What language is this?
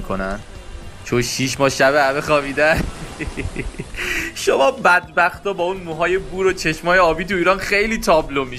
Persian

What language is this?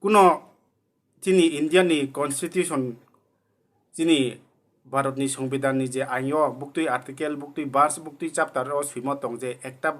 Riang (India)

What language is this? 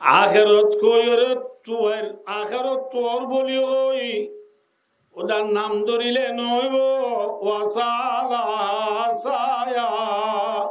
Rohingya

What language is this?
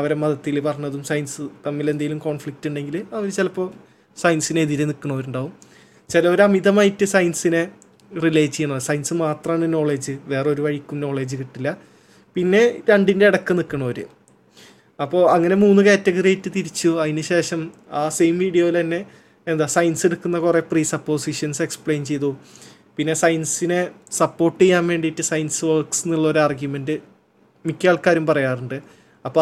Malayalam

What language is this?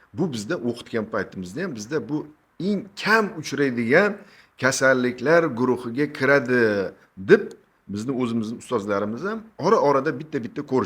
Uzbek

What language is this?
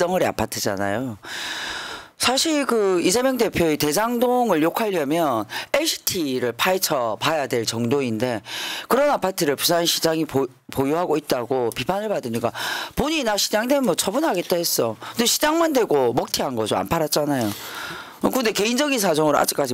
Korean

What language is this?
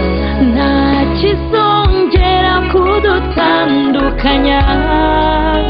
Kinyarwanda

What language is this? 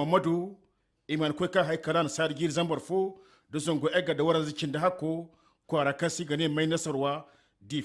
Zarma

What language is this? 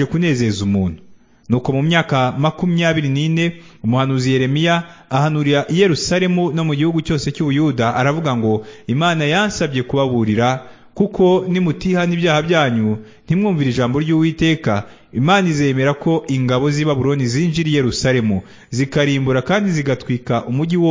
Kinyarwanda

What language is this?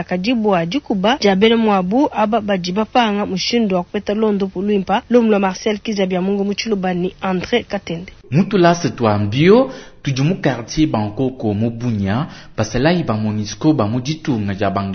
Luba-Lulua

